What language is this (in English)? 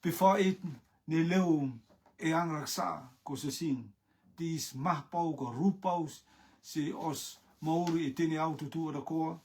Rotuman